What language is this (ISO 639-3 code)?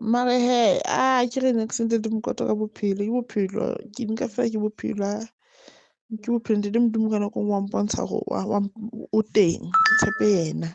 sot